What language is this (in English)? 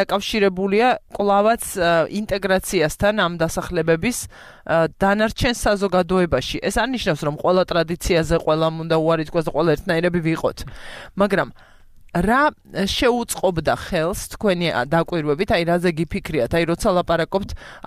Georgian